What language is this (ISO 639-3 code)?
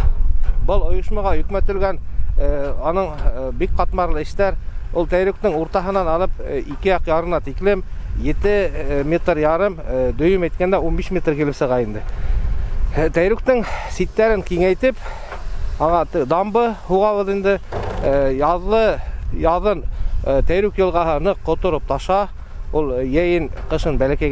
bak